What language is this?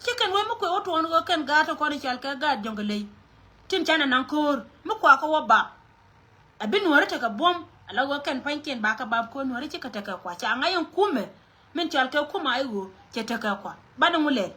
Nuer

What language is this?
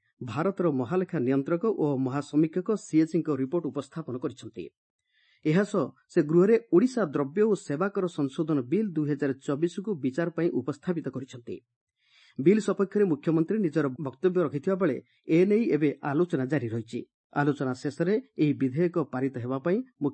Odia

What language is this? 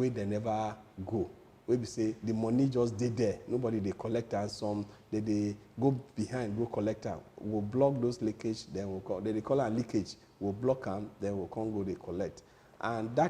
Nigerian Pidgin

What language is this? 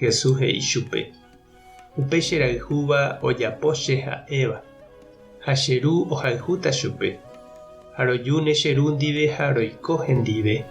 Guarani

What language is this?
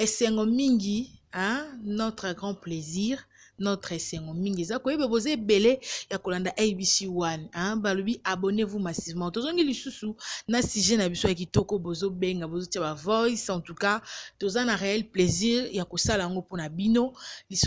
Lingala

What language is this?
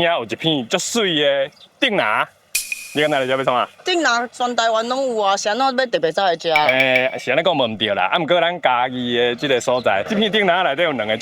Min Nan Chinese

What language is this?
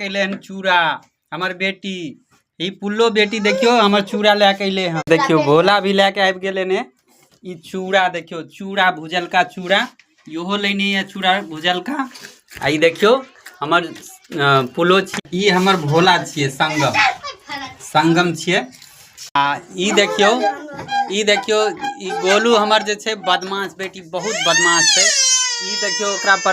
Maithili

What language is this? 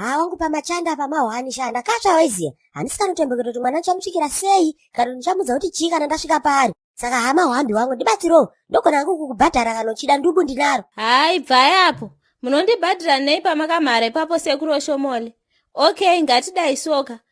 Shona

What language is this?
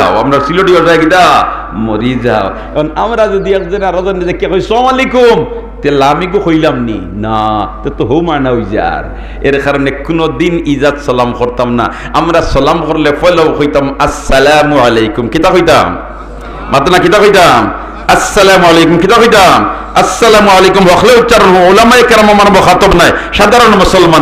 Sylheti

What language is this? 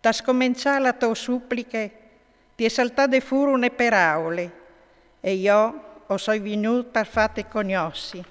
Friulian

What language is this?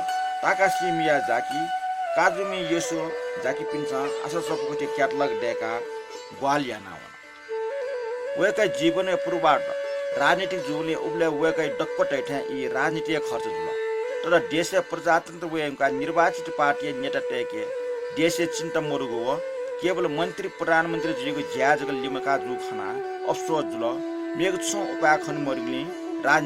Newari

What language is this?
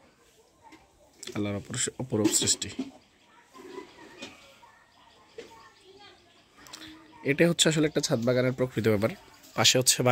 Bangla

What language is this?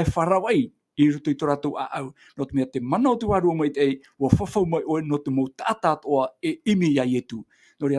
Tahitian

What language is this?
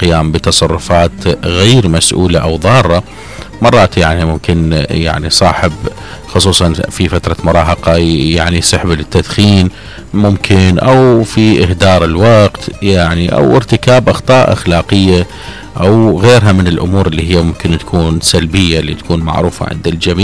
Mesopotamian Arabic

